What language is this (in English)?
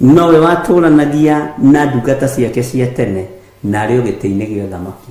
Kikuyu